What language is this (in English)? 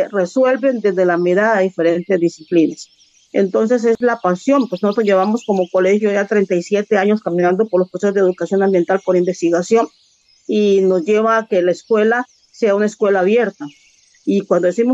Spanish